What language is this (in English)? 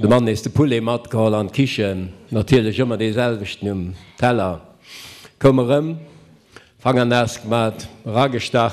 Luxembourgish